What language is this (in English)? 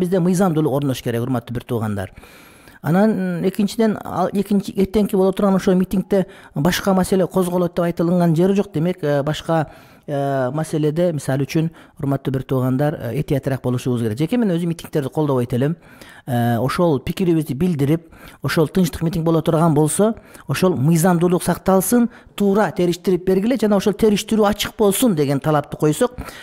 Kyrgyz